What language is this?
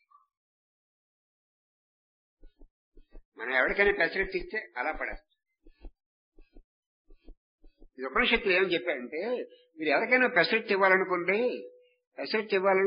Telugu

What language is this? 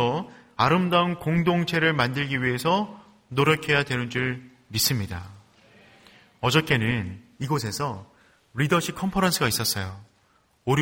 Korean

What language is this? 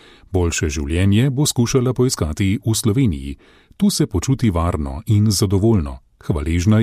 Slovenian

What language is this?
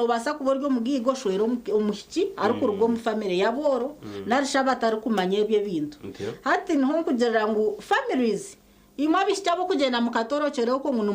Nyankole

